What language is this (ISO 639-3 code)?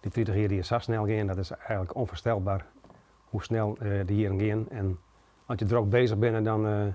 fry